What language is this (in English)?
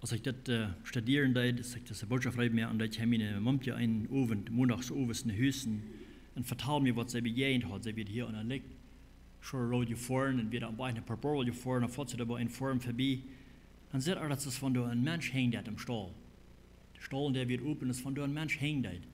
Plautdietsch